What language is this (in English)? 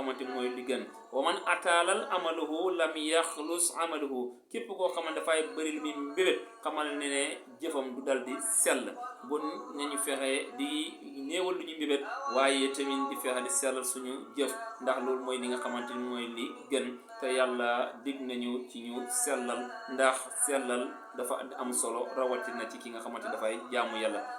Wolof